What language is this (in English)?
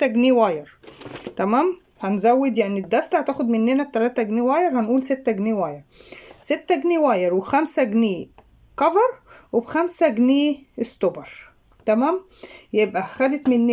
Egyptian Arabic